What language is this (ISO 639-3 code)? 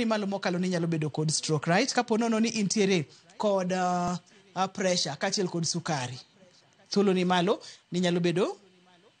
luo